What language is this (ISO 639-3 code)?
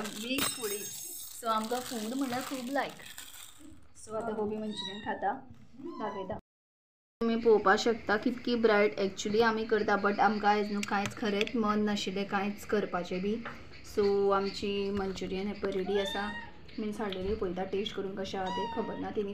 kok